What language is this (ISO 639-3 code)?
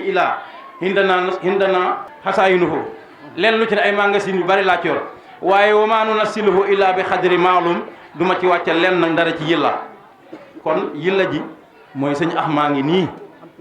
wol